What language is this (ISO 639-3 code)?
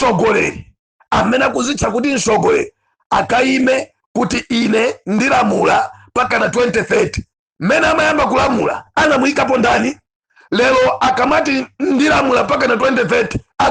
nya